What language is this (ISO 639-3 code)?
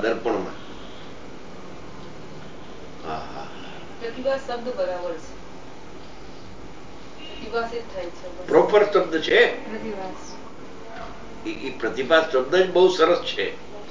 guj